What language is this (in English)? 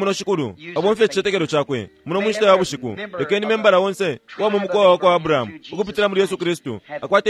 Bemba